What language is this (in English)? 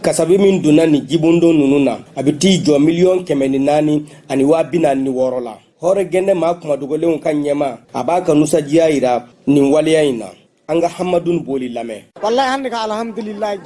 Bambara